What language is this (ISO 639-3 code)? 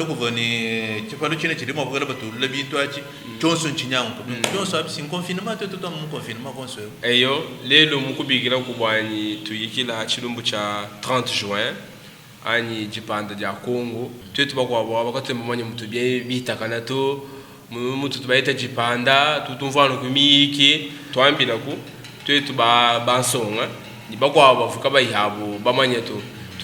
lua